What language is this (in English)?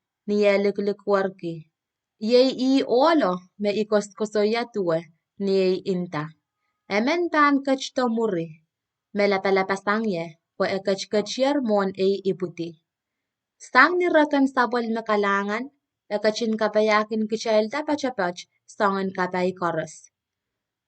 Pohnpeian